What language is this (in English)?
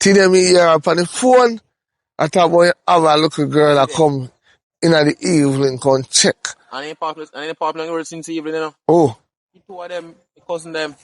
Jamaican Creole English